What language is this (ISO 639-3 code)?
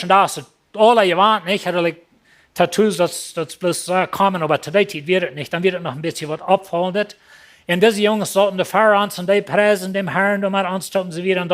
pdt